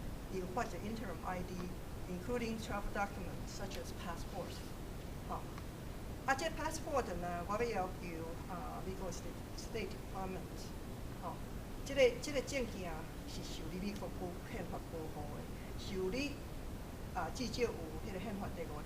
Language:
Min Nan Chinese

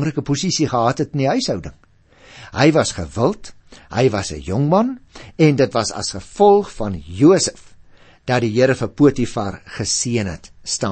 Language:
Afrikaans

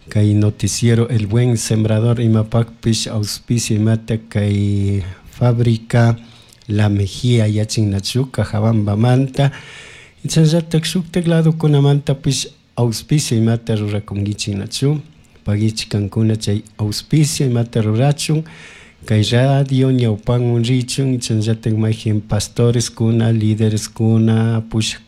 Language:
Chimborazo Highland Quichua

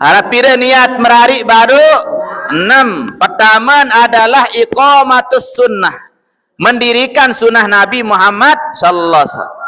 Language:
Sasak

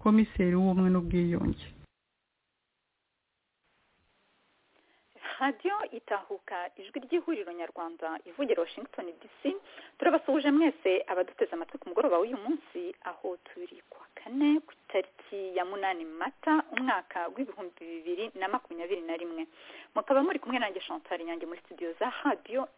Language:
Kinyarwanda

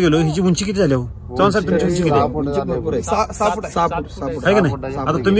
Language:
Marathi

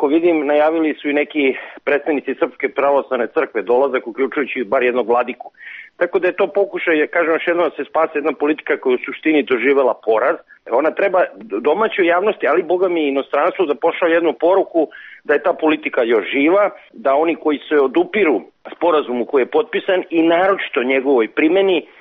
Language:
Serbian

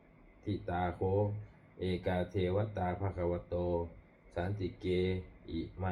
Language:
Pali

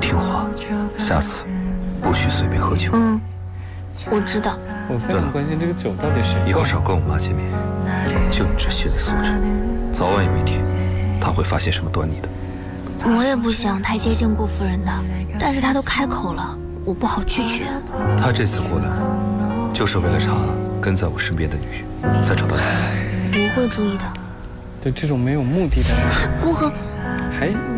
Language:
Chinese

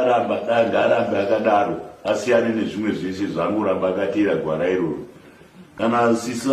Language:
Shona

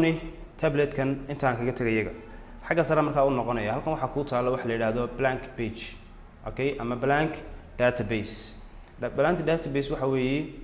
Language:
Somali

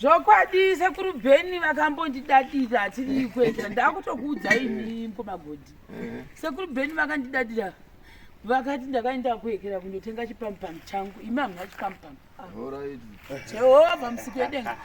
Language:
Shona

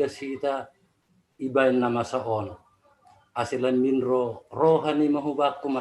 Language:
Batak Simalungun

